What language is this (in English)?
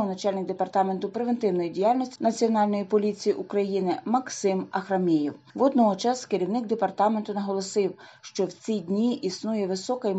Ukrainian